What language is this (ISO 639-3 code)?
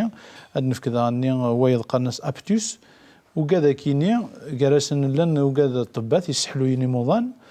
kab